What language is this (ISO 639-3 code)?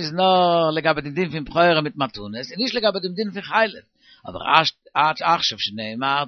yid